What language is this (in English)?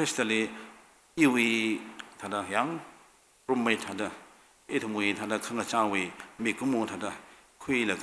Tangkhul Naga (India)